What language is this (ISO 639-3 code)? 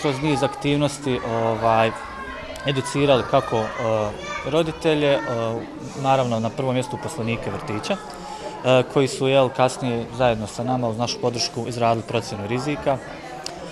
bos